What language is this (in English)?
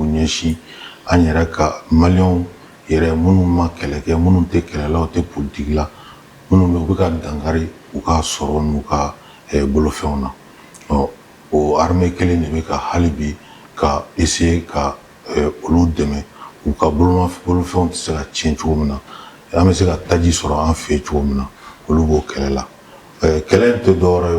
Bambara